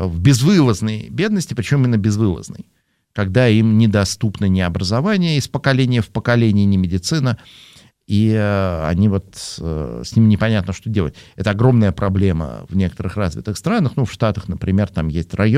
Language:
Russian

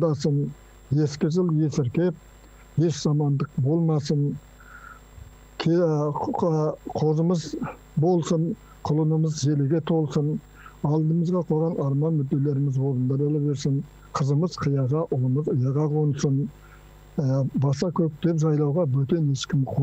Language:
Kazakh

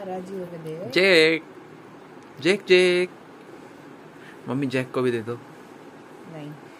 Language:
Hindi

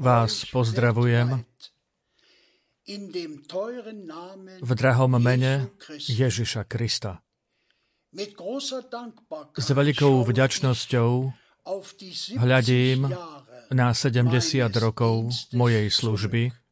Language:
Slovak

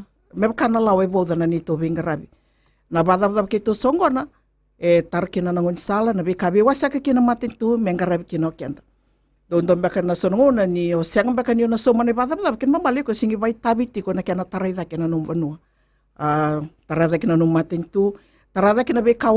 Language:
Fijian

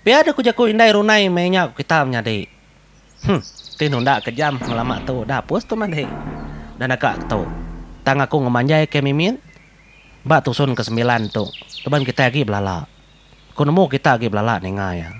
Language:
Iban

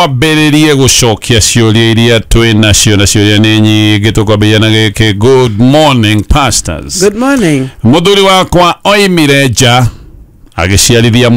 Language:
Kikuyu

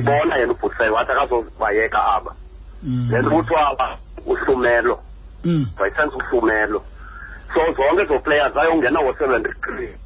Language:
Xhosa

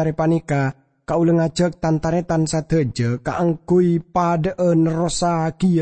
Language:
Madurese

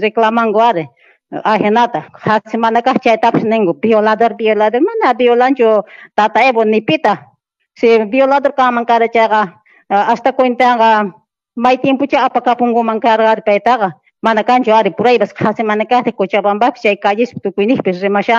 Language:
Quechua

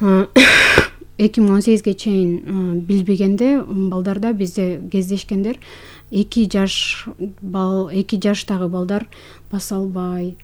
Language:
Kyrgyz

